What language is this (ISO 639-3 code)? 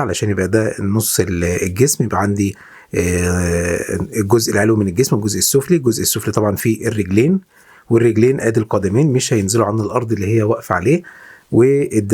arz